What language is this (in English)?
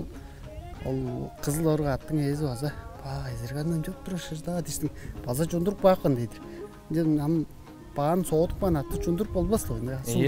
Tuvinian